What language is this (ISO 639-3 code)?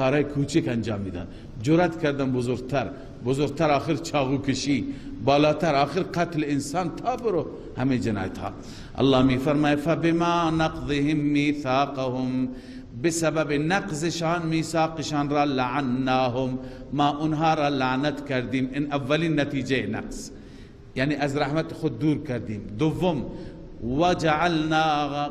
fas